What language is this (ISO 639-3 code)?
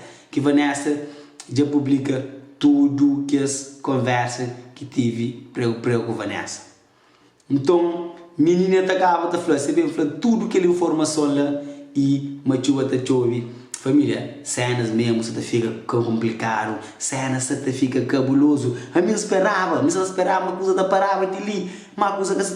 kea